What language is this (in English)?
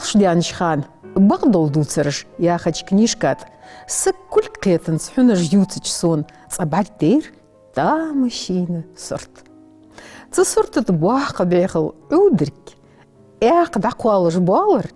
Ingush